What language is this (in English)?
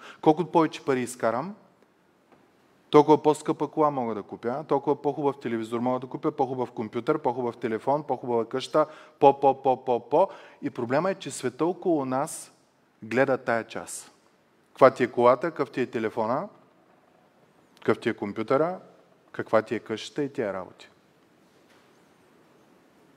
Bulgarian